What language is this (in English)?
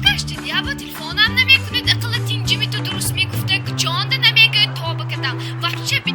Tajik